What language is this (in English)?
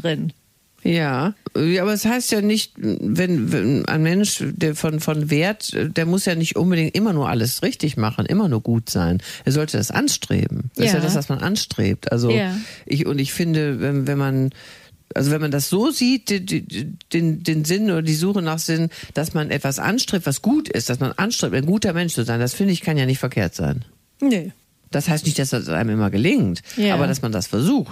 German